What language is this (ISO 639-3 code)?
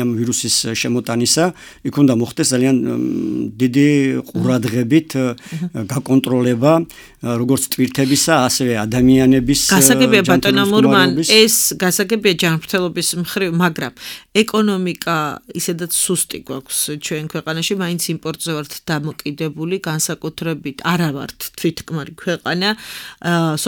kat